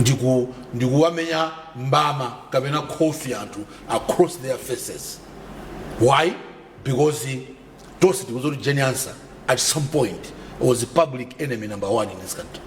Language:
Nyanja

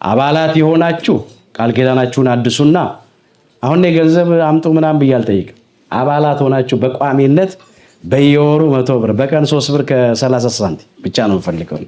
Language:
Amharic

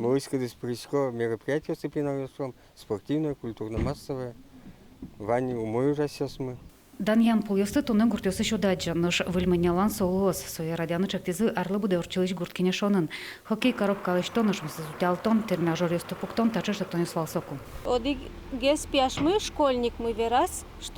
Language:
Udmurt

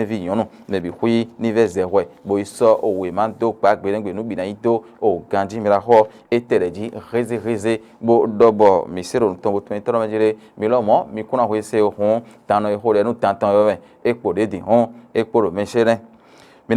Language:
Fon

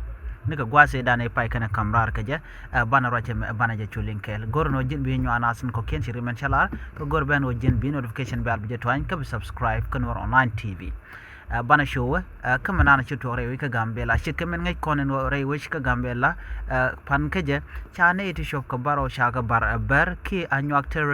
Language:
Nuer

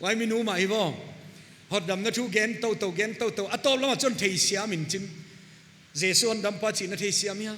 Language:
Paite Chin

